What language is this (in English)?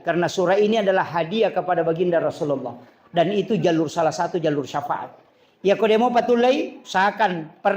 Buginese